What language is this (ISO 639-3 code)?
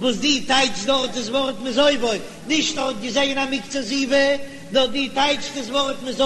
yid